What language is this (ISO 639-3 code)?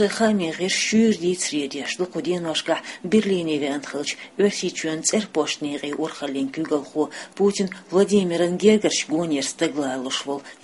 che